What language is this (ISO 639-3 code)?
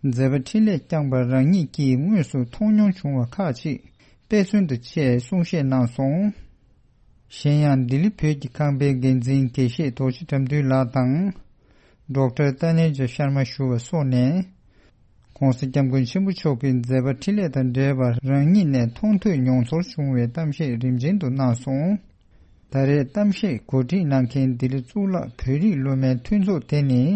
bod